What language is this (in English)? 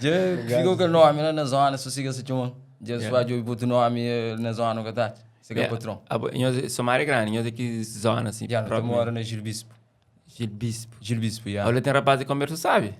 Kabuverdianu